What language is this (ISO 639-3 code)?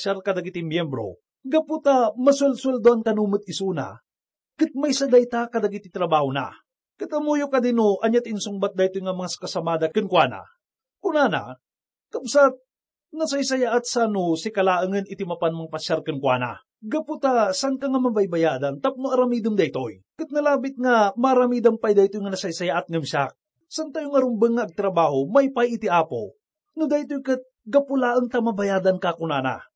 ilo